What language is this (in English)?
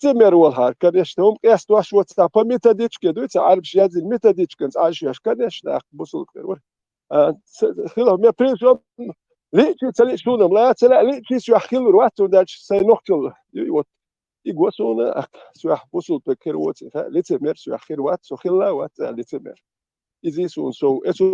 Chechen